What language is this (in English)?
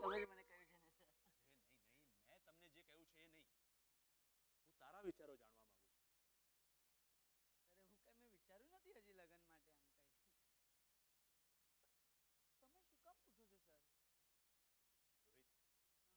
Gujarati